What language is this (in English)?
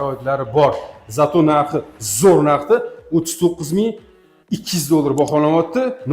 Uzbek